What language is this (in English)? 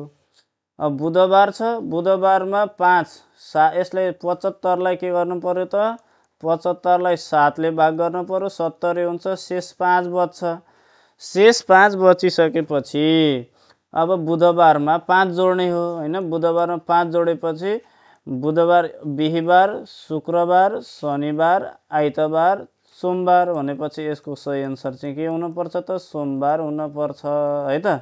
Nepali